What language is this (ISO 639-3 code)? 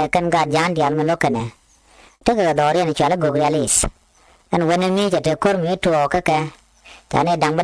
nus